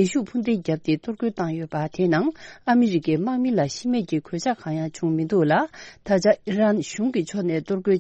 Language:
Tibetan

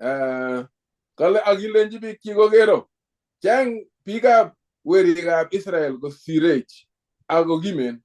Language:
Kalenjin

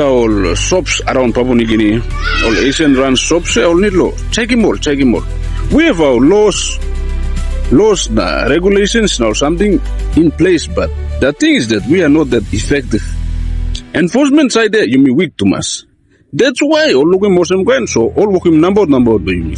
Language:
Tok Pisin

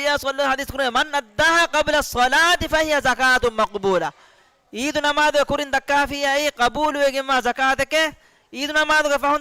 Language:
Divehi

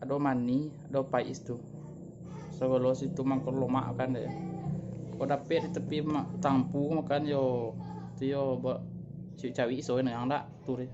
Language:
Minangkabau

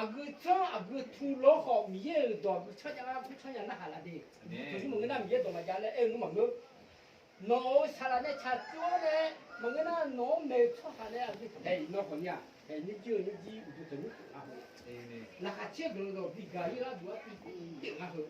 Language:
Akha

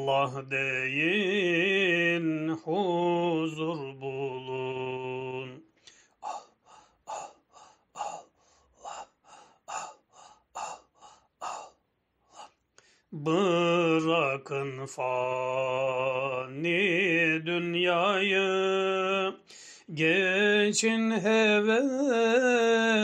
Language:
Turkish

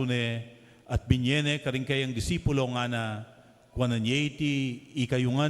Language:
Pampanga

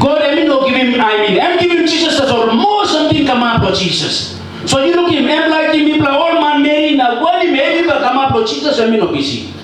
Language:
Tok Pisin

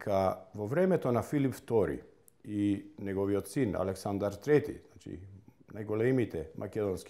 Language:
Macedonian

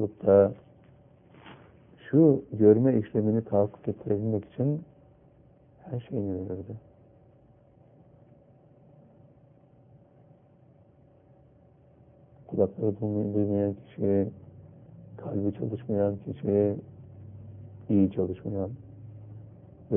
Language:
Turkish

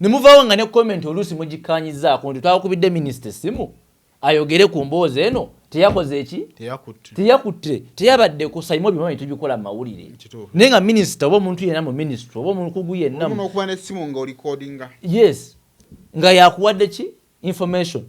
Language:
Ganda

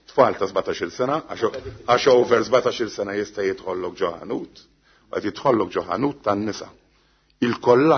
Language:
Maltese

